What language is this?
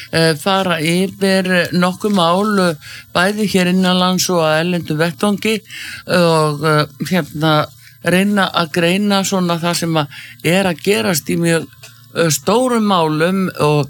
Icelandic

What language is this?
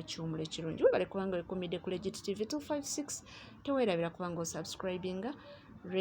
Ganda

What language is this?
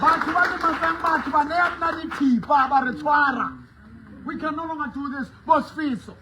Southern Sotho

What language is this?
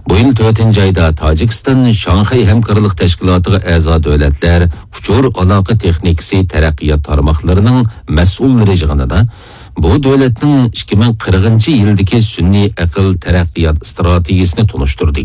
Uyghur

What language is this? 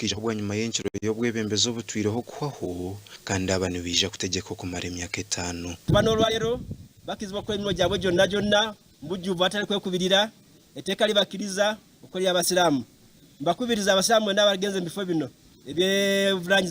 Nyankole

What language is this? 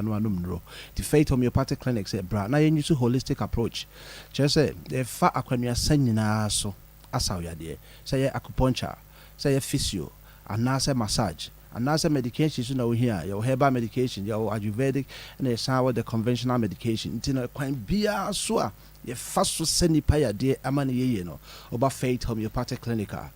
Akan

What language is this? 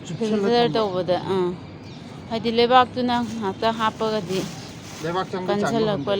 Manipuri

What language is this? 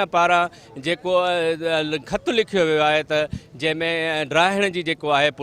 Sindhi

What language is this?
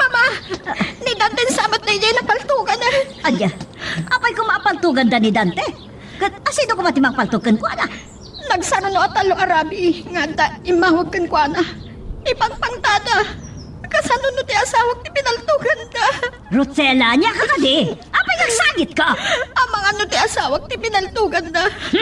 Iloko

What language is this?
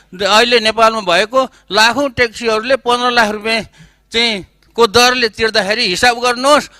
Nepali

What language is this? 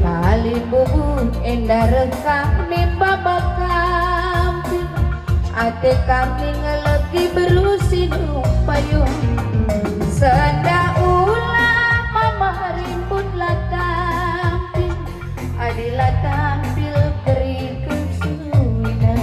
Batak Karo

